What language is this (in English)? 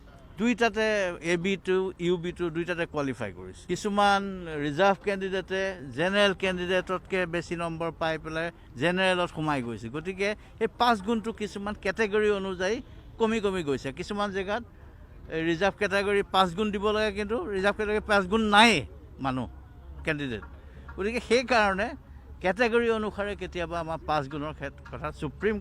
Assamese